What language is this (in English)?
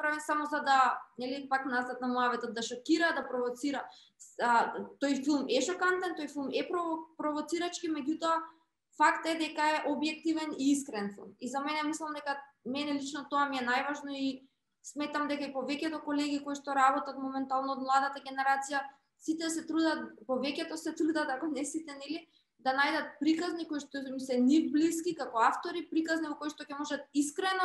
Macedonian